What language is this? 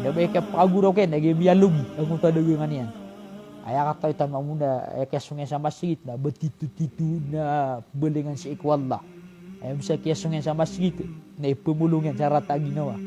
Maranao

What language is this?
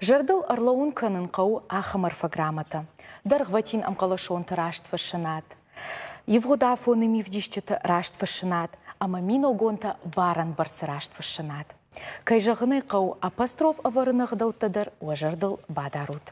Ossetic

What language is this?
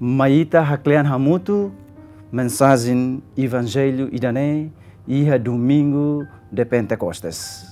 Tetum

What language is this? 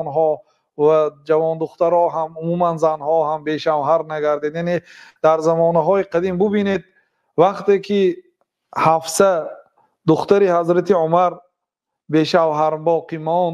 Tajik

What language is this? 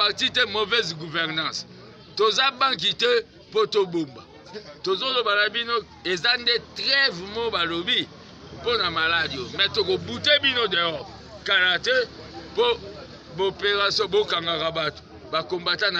Lingala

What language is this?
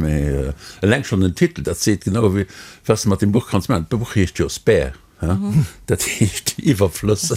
Luxembourgish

